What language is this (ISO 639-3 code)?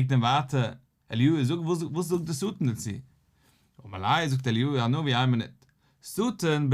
yid